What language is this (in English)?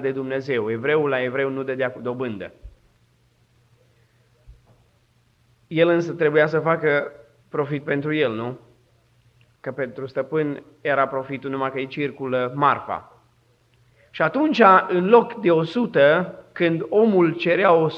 Romanian